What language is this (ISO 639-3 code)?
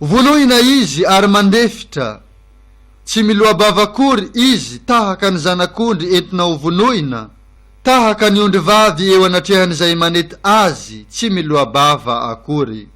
mlg